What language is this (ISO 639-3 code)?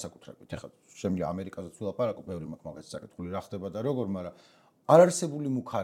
kat